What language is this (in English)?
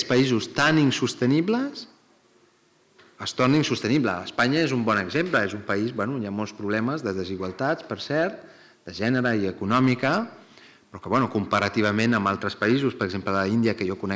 Catalan